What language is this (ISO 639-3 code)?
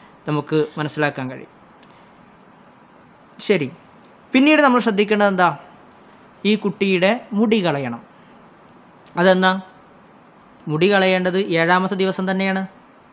mal